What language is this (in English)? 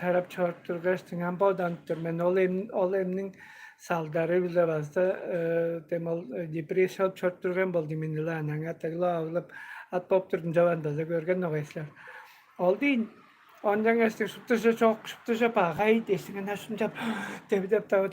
Tuvinian